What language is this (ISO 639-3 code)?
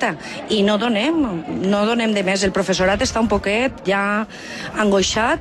cat